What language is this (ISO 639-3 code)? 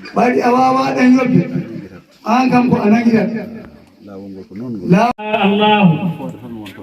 ful